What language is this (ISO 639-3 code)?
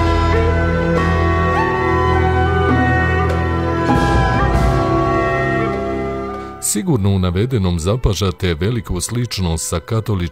bos